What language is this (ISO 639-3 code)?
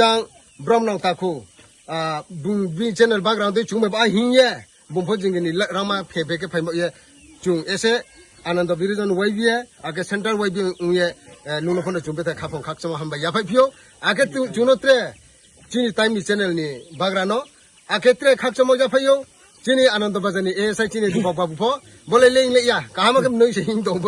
ria